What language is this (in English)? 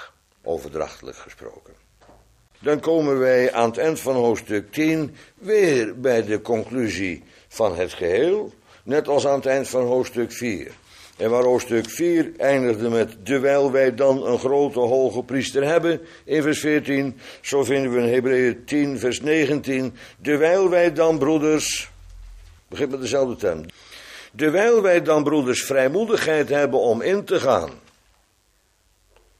Dutch